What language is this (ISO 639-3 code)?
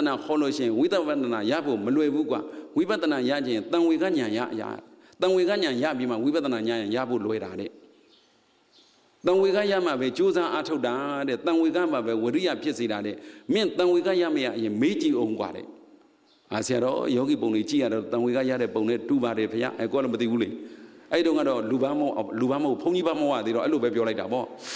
mya